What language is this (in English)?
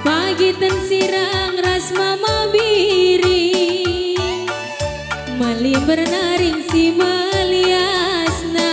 Batak Karo